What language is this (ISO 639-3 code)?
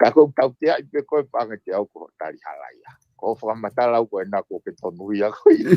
ton